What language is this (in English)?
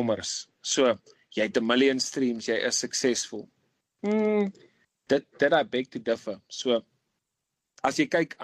Afrikaans